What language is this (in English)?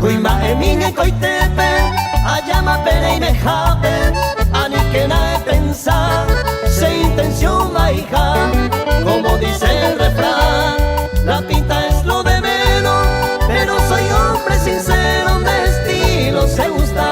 Guarani